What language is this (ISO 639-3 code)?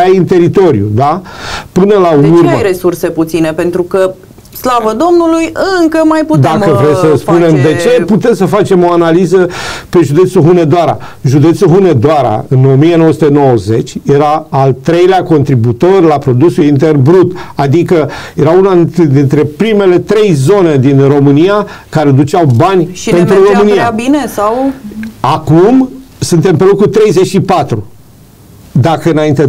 ron